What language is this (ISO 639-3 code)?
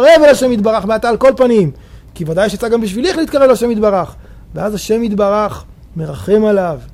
heb